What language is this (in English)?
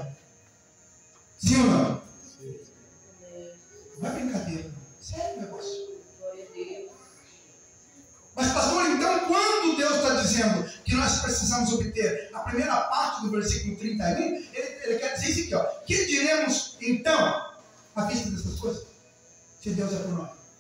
Portuguese